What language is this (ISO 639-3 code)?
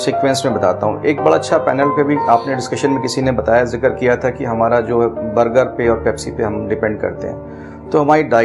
hin